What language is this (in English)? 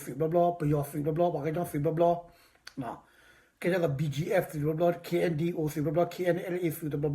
S'gaw Karen